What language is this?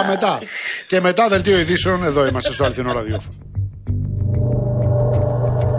Greek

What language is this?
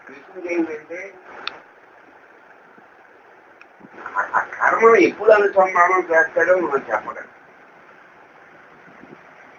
Telugu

